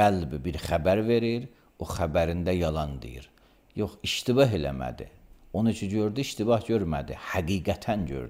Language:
Azerbaijani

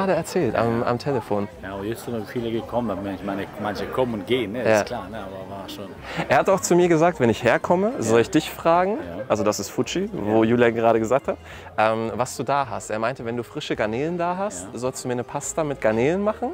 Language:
German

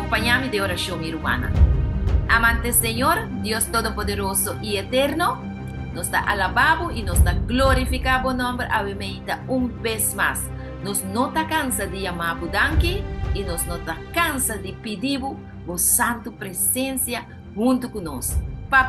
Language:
Papiamento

